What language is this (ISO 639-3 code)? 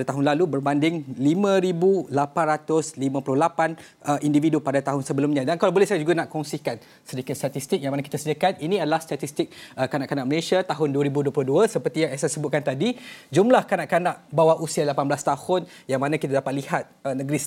msa